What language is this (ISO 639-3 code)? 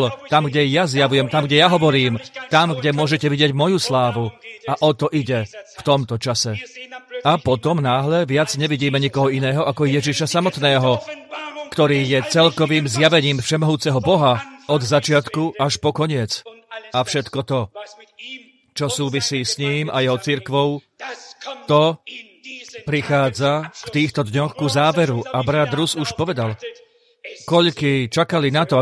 slk